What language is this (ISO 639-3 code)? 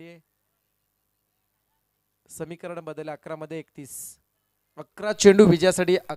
mar